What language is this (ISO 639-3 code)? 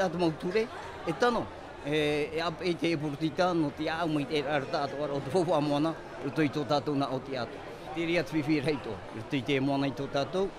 tah